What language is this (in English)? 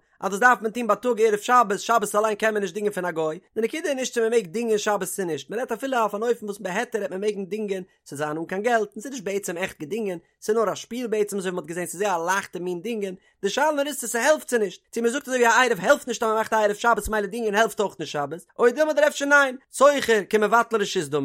Yiddish